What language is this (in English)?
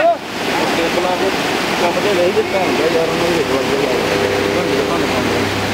Punjabi